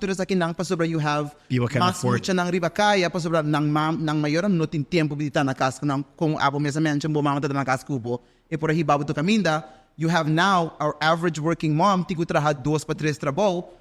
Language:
Papiamento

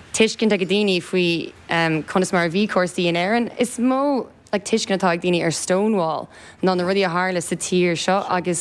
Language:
Irish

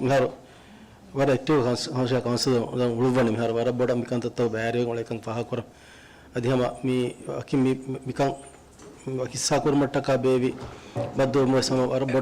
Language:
Divehi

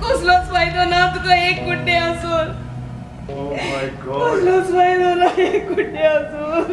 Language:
Konkani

